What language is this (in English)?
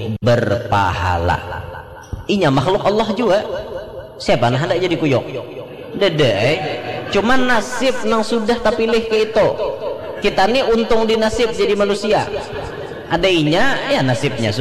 Banjar